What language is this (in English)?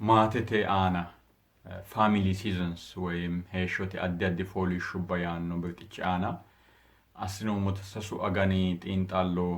Sidamo